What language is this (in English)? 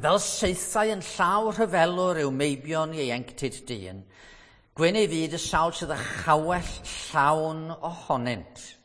Welsh